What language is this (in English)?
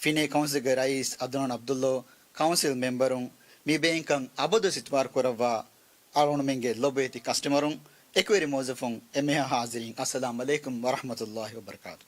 Divehi